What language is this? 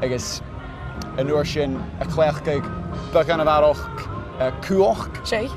Scottish Gaelic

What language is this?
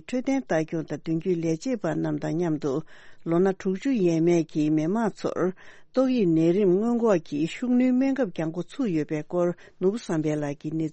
Tibetan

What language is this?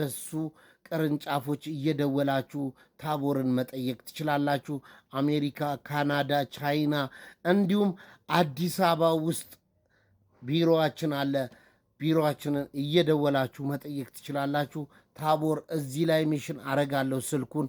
Amharic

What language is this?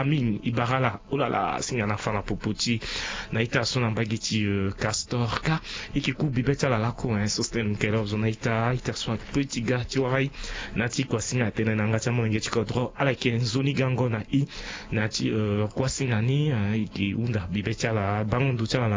Sango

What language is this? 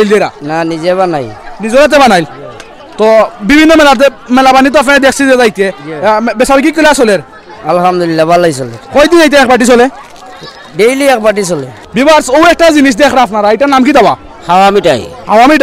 Sylheti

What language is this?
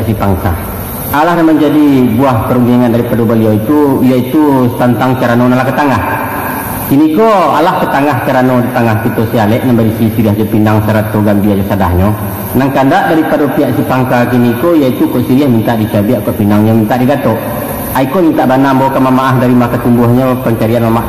Minangkabau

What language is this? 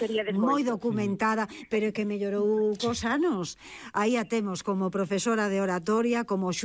Galician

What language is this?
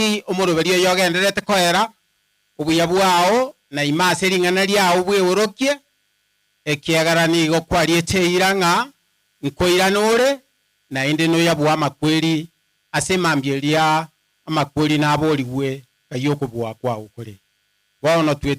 Gusii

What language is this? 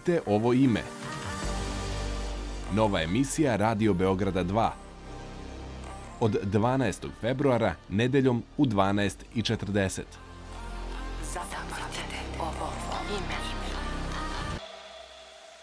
Serbian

